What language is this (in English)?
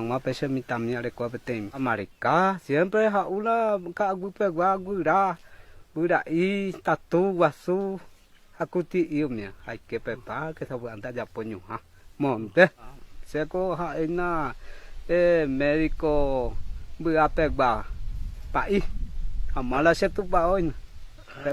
Guarani